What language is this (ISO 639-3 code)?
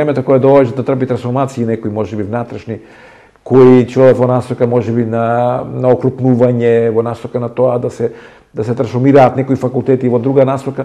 mkd